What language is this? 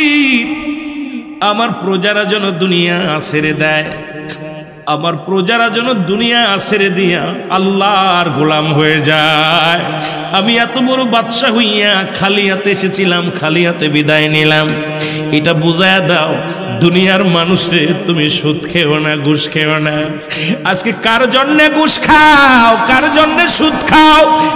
Bangla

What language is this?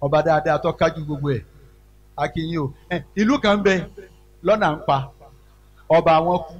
Yoruba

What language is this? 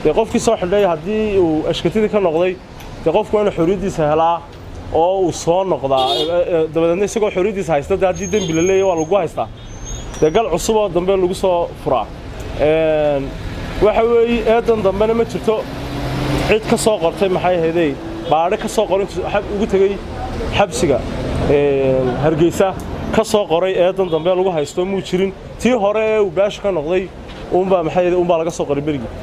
Somali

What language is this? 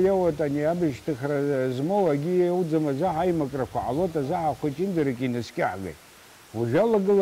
Abkhazian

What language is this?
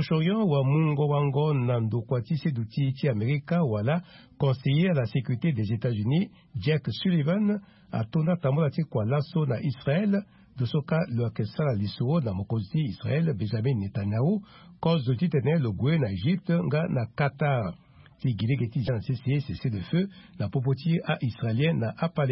Sango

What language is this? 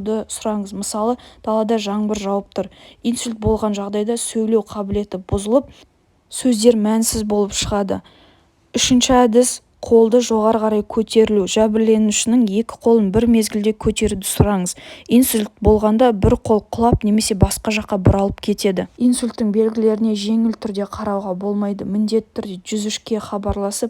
Kazakh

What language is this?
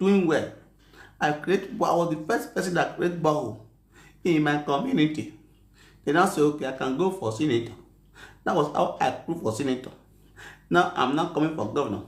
Nigerian Pidgin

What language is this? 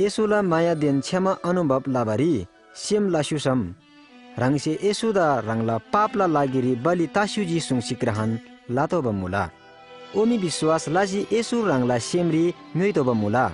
Eastern Tamang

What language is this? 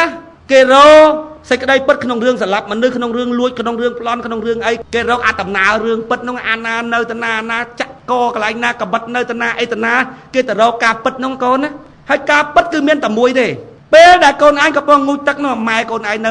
Khmer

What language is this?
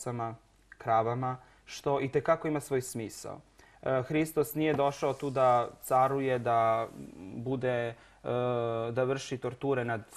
Serbian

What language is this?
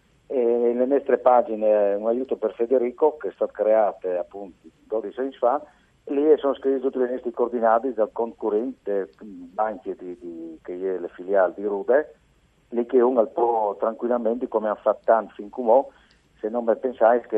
Friulian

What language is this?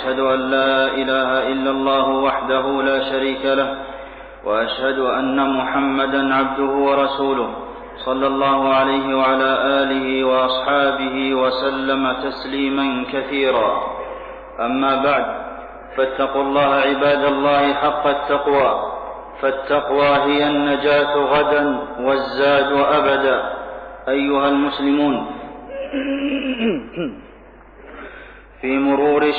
Arabic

